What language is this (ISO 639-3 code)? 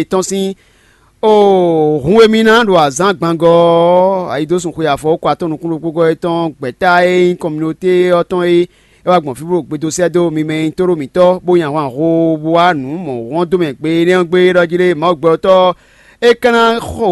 fon